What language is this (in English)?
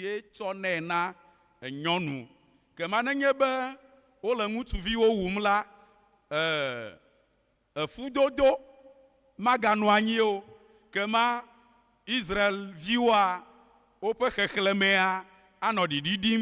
Ewe